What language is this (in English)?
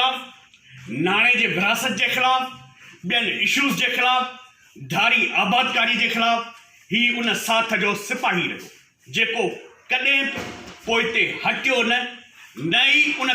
Sindhi